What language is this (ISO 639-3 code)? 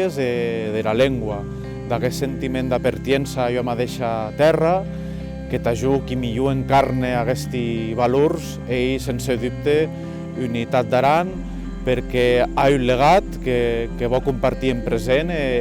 oci